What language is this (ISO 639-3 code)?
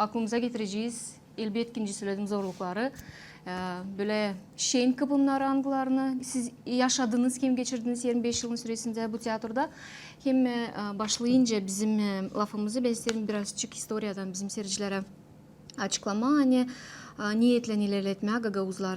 gag